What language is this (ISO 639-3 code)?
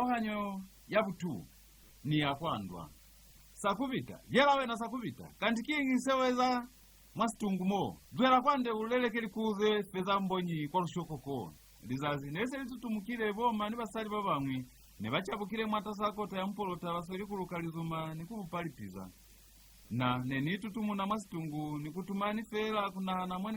loz